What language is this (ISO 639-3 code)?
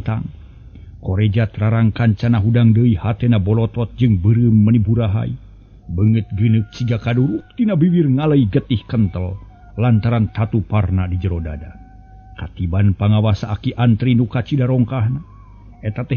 sun